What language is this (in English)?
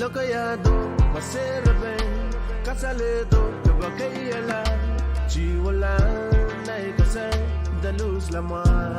Pohnpeian